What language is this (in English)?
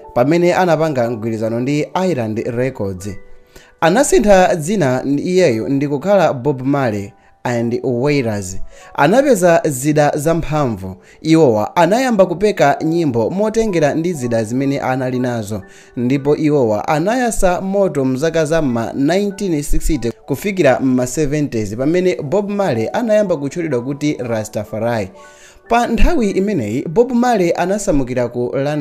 Nyanja